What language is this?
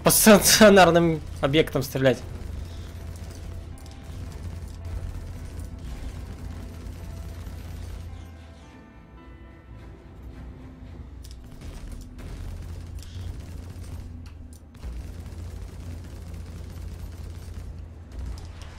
Russian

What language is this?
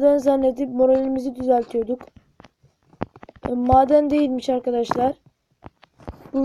Turkish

